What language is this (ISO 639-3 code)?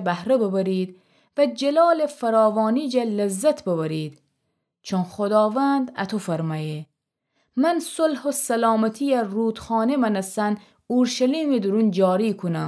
glk